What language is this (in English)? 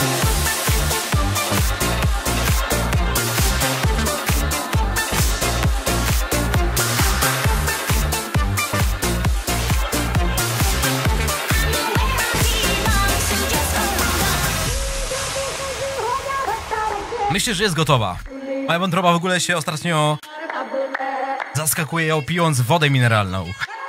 Polish